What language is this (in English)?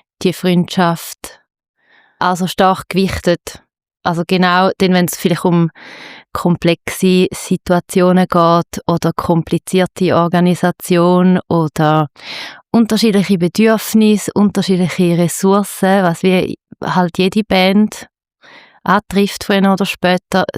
Swiss German